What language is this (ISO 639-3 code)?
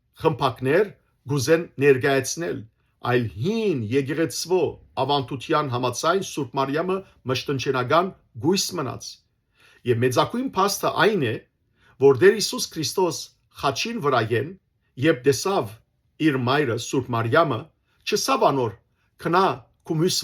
hyw